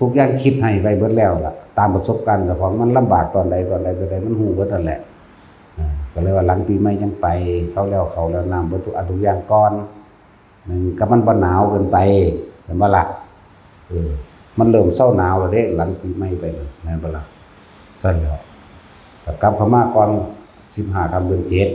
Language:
Northeastern Thai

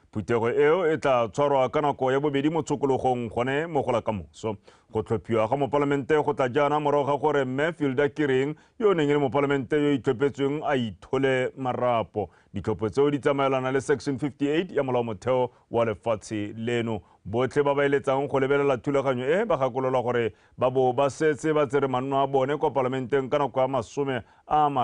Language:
Tswana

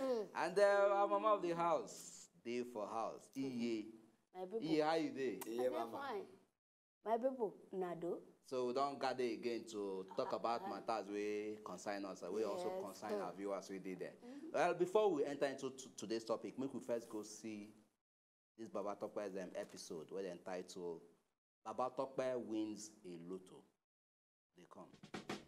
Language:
Nigerian Pidgin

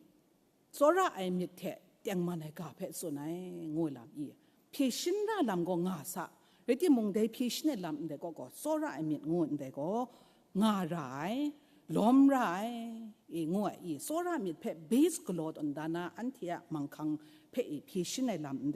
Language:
Kachin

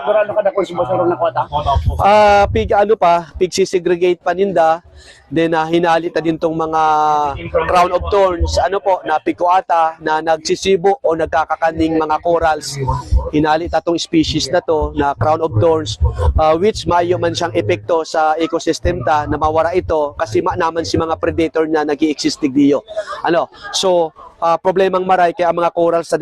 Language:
Bikol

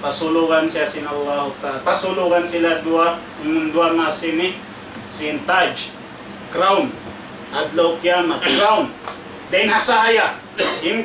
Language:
Tausug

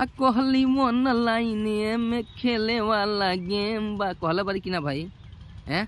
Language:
Bhojpuri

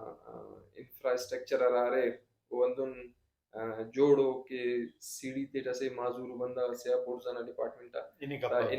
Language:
Brahui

